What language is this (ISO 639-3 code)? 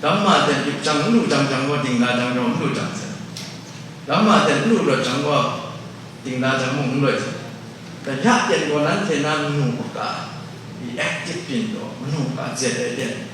kac